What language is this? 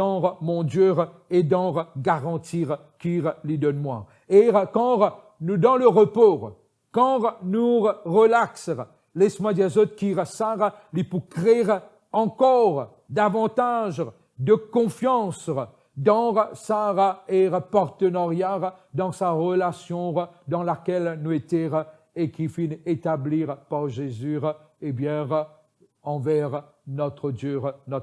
Morisyen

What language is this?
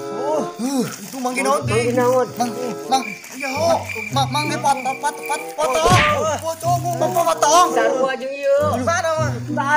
Sundanese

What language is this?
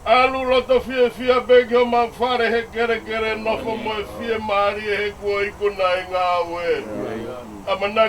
Tongan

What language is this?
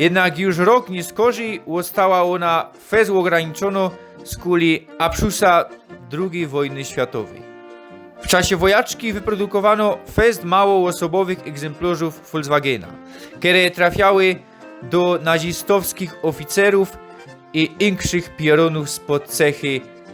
Silesian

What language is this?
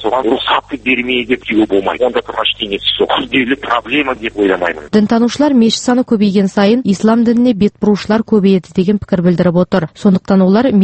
Kazakh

